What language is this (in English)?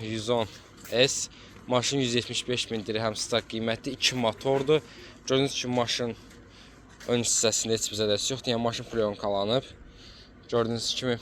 Azerbaijani